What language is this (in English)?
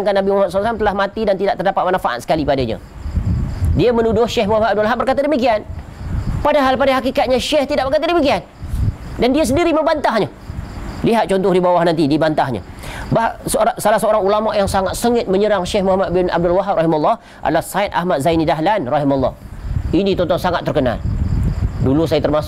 Malay